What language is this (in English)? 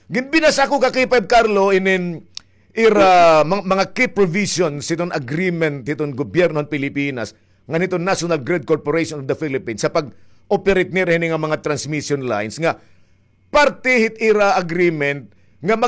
Waray